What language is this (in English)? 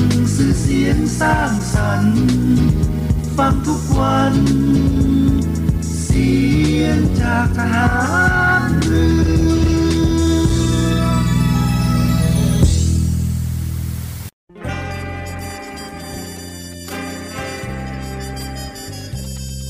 Thai